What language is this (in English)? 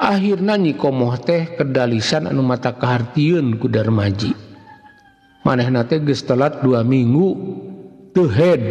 Sundanese